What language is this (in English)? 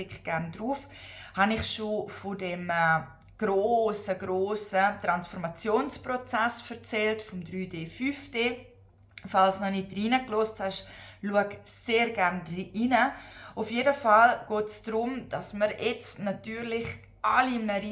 Swiss German